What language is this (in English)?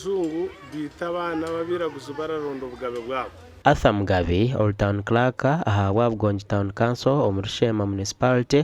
Nyankole